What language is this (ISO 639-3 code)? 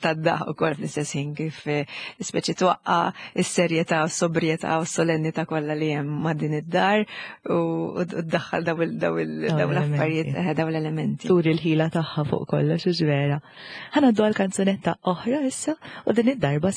mlt